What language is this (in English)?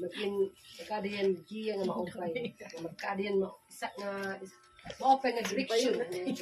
Waray